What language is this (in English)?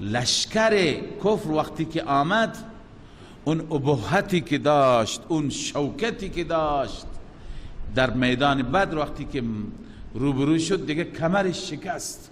Persian